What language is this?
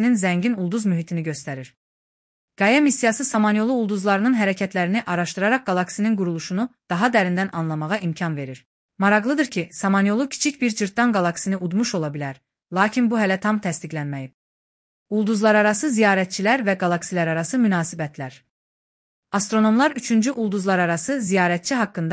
Azerbaijani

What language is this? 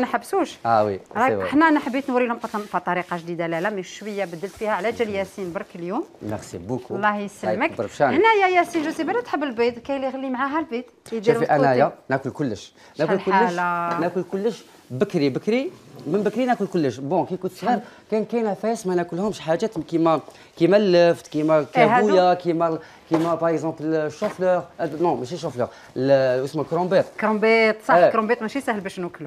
Algerian Arabic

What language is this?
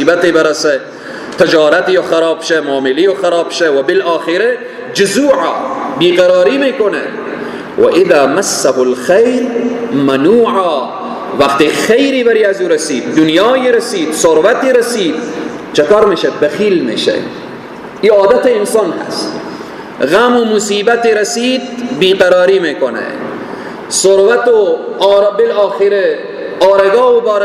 Persian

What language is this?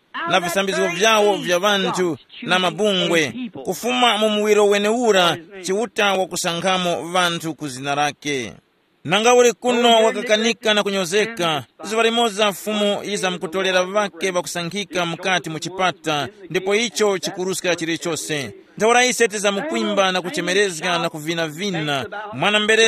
Tumbuka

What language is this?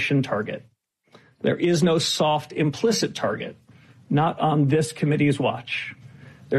English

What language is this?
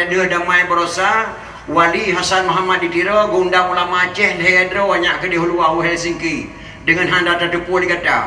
Achinese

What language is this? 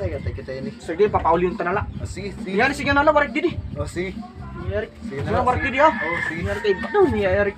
Waray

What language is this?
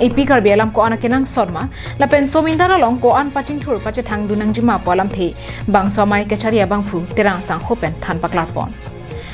Karbi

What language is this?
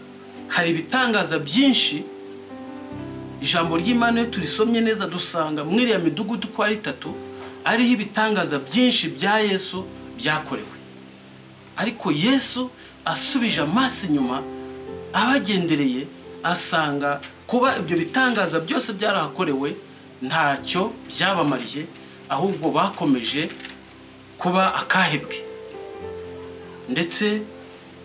Kinyarwanda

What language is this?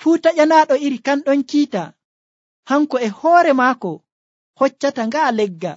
Nigerian Fulfulde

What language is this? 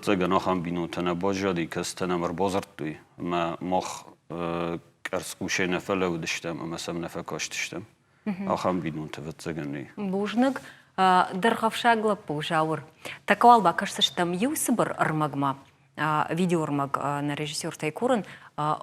Ossetic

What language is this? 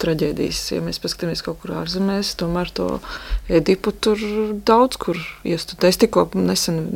Latvian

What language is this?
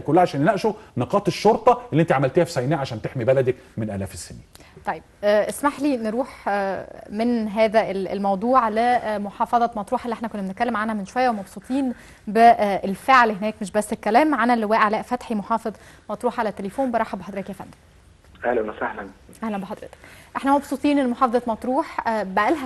Egyptian Arabic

